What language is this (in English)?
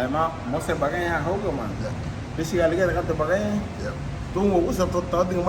Garifuna